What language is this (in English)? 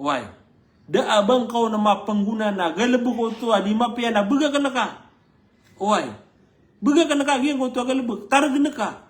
Maranao